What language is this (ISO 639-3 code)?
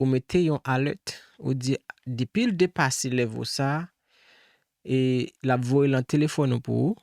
hat